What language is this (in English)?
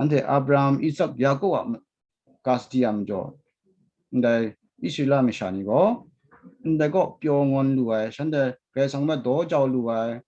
Kachin